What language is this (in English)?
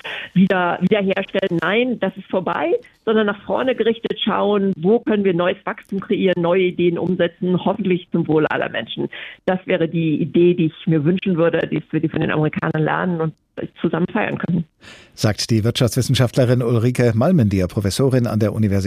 German